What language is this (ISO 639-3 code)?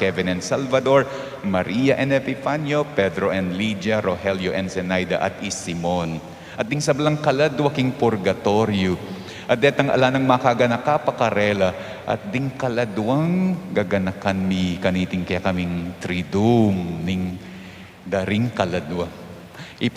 pam